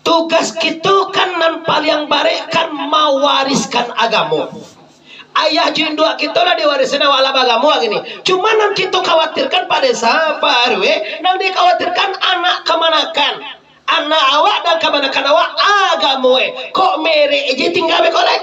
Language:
Minangkabau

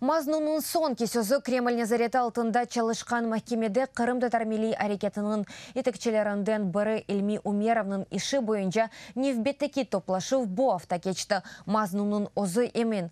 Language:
Crimean Tatar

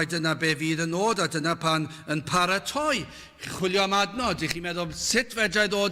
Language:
Welsh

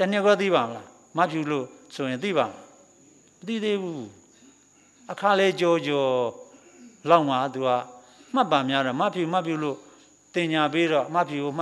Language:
Burmese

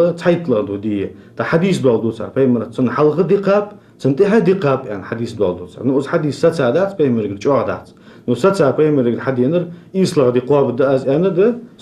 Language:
Ingush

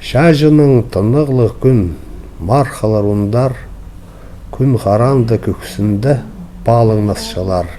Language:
Khakas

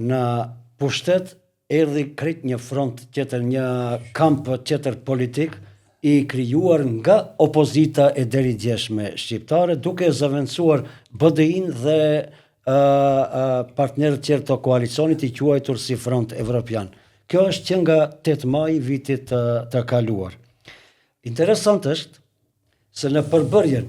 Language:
Albanian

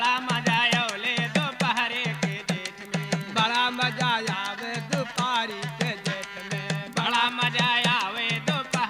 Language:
Bhojpuri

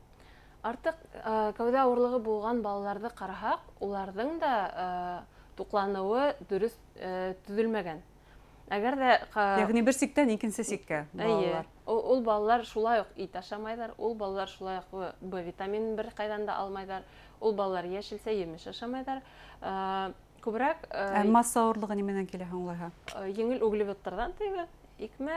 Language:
Bashkir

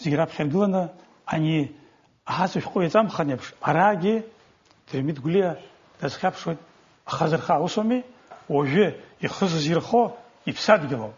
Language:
Abkhazian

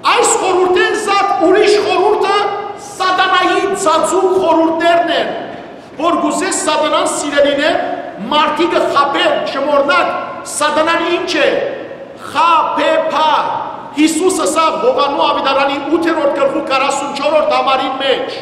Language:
Western Armenian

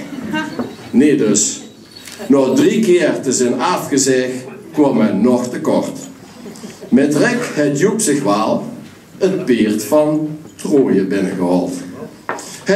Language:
Limburgish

